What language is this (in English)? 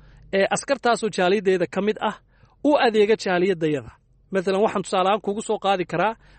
Somali